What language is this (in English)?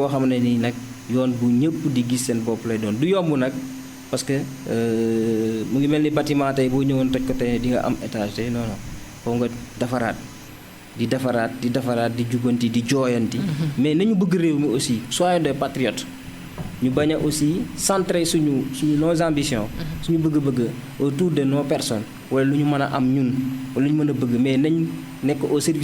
Wolof